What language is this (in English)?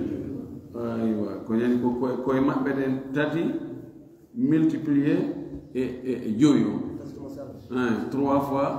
Fula